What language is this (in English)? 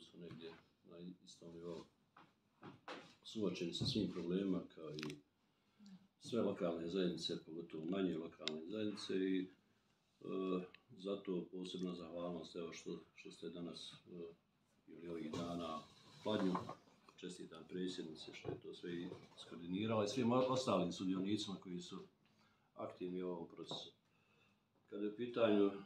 Bosnian